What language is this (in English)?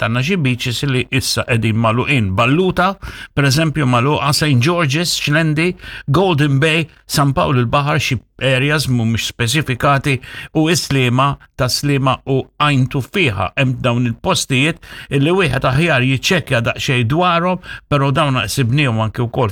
Maltese